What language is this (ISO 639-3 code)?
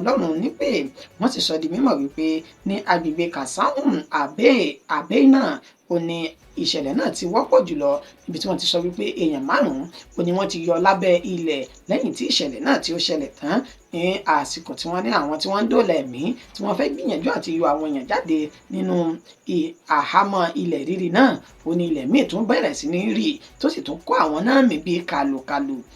yor